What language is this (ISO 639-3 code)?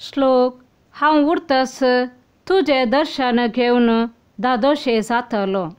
kok